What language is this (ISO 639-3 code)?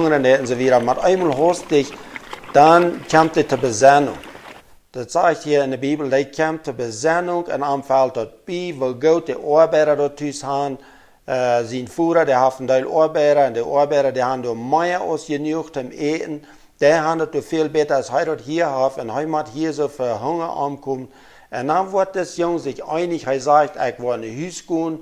pdt